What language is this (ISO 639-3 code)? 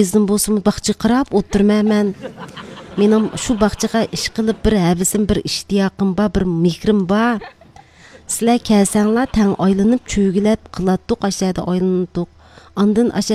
uig